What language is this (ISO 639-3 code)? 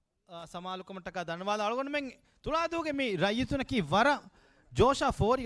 div